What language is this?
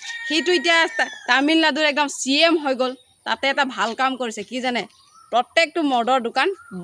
Assamese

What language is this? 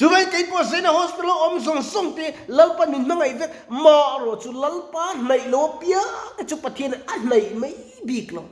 Mizo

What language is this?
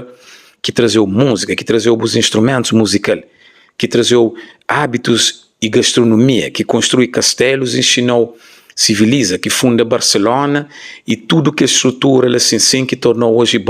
Kabuverdianu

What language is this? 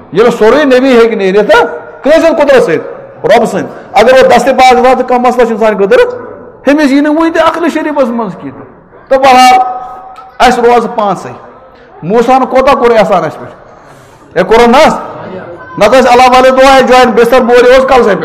Kashmiri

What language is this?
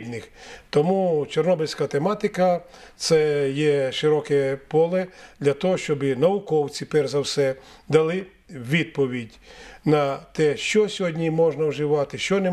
Ukrainian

